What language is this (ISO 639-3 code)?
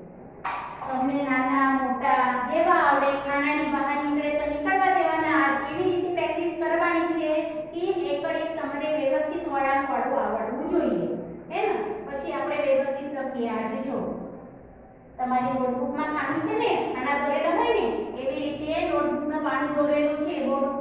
guj